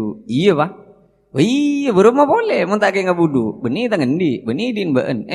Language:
Madurese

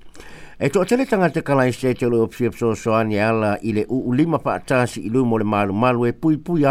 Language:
Samoan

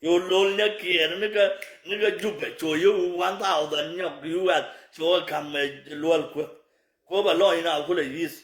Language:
Nuer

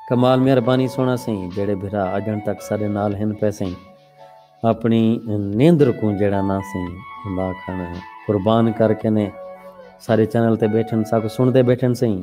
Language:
Saraiki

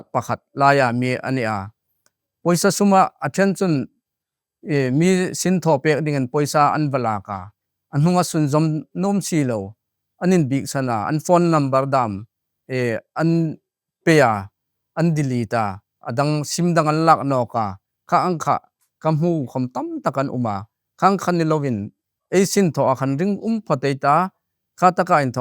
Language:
Hmar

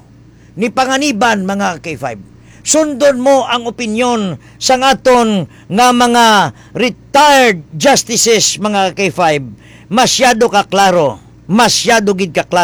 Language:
Hiligaynon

